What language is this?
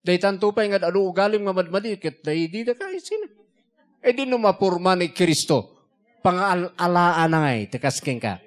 Iloko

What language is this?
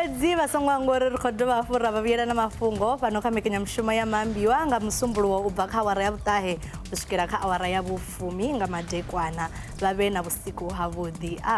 Venda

